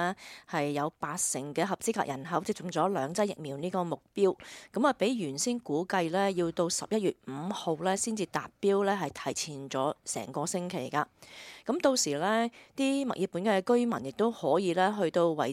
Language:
Cantonese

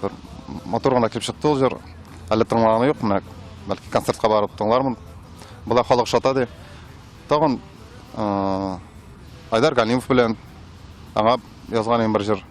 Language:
Tatar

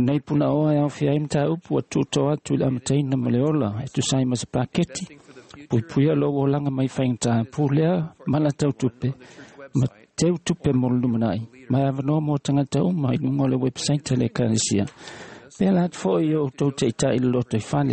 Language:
Samoan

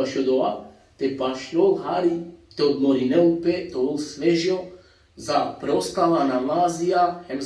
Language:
Balkan Romani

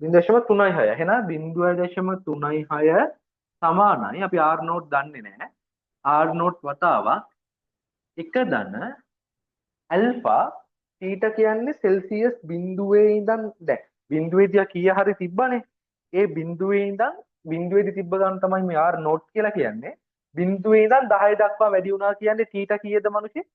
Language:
Sinhala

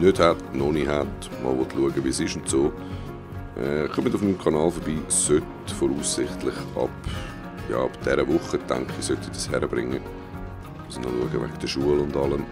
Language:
Swiss German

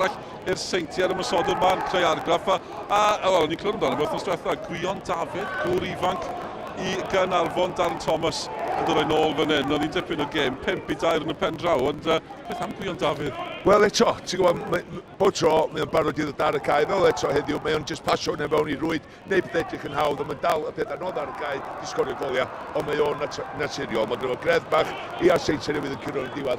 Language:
Welsh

